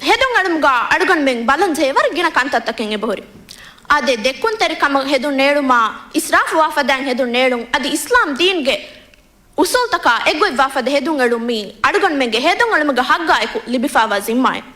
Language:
Divehi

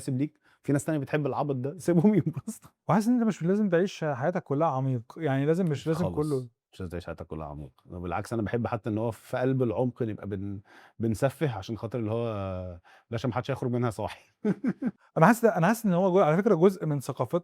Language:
Egyptian Arabic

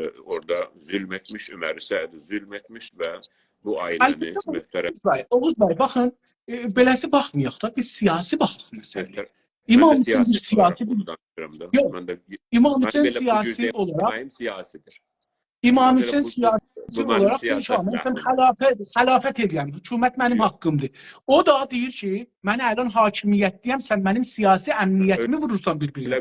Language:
South Azerbaijani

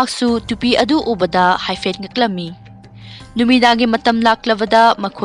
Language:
Manipuri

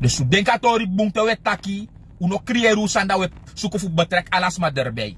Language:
Sranan Tongo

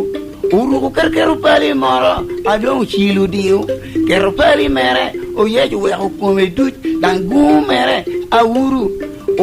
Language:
Lango (Uganda)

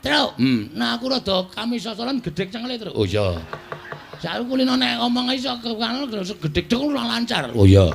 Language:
Javanese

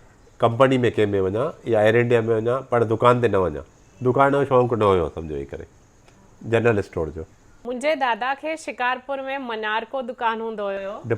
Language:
Sindhi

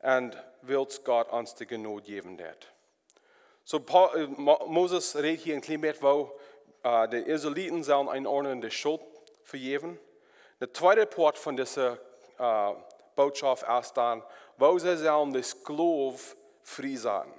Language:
Plautdietsch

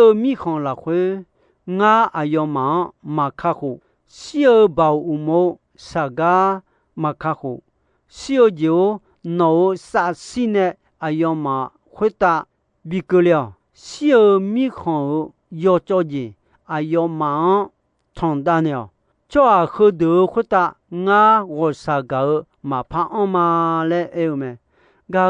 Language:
Akha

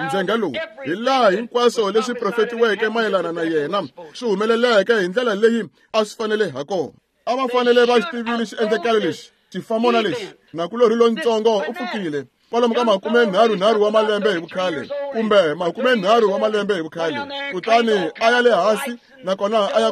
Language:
Tsonga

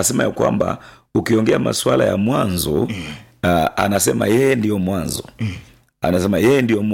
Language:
Swahili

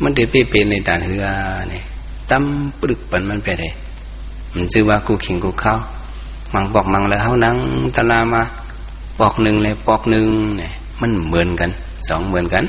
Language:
Shan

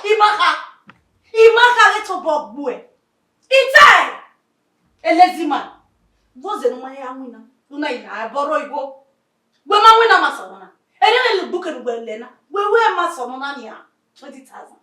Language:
Bini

